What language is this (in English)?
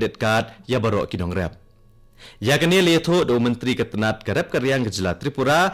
Khasi